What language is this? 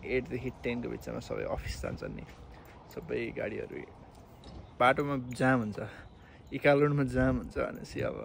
Nepali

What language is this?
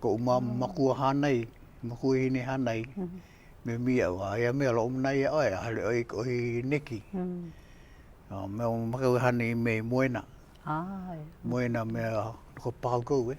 Hawaiian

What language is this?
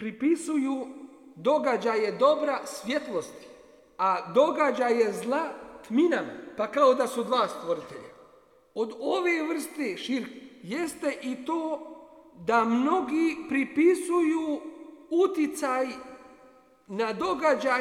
Bosnian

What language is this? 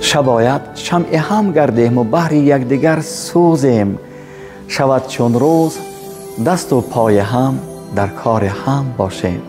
Tajik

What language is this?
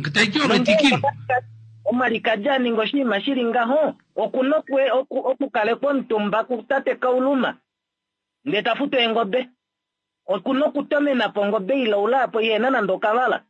Kuanyama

